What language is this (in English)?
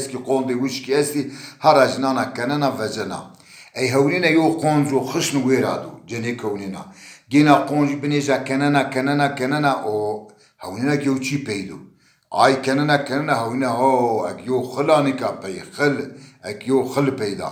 Zaza